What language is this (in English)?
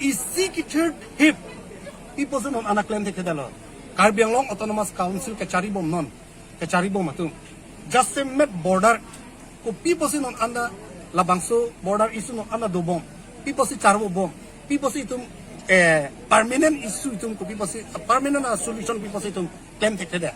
Karbi